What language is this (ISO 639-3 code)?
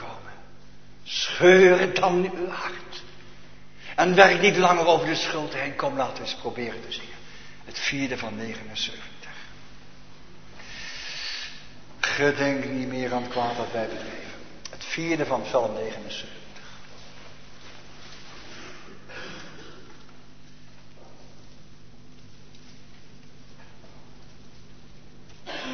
nld